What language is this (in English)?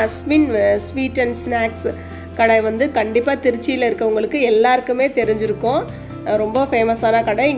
Tamil